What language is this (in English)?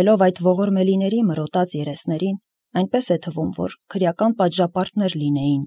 Armenian